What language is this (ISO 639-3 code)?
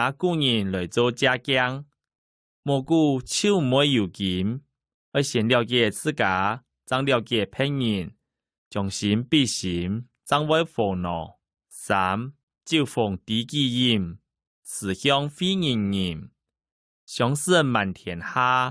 hak